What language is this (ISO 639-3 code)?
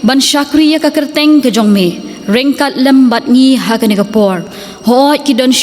kha